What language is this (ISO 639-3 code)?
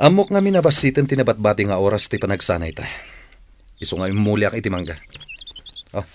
ilo